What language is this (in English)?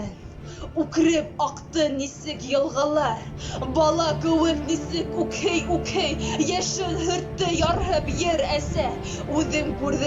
Bashkir